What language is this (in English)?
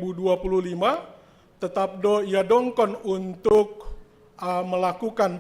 Batak Simalungun